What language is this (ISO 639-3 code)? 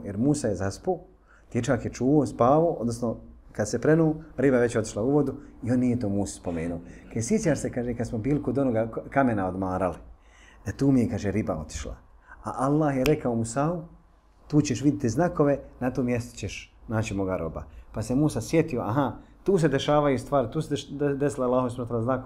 bos